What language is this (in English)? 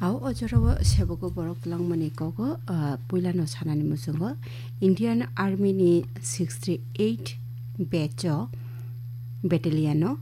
Kok Borok